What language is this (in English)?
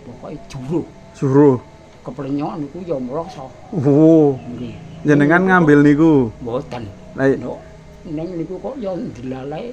Javanese